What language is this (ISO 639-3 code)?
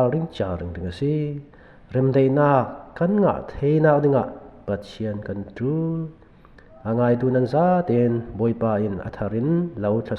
cfm